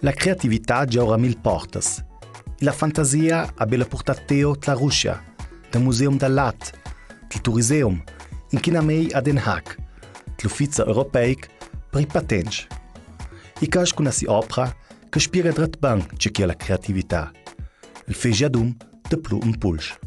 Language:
Ladin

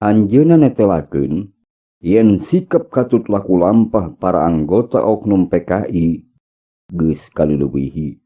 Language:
Sundanese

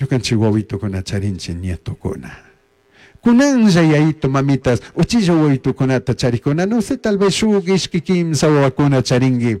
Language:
Chimborazo Highland Quichua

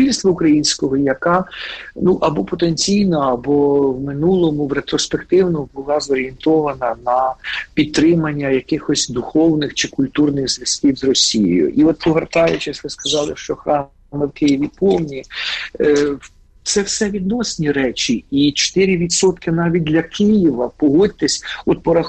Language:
Ukrainian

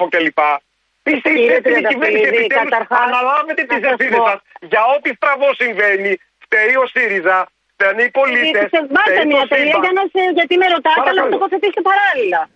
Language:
Greek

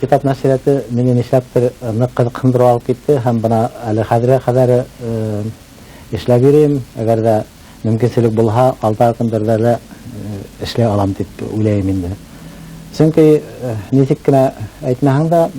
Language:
Bashkir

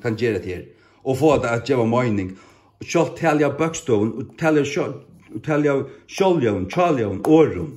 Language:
Faroese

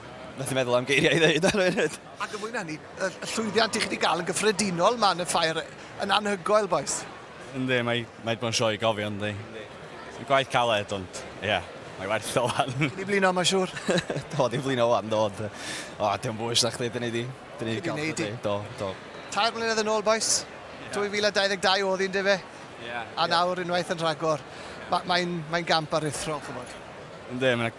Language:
Welsh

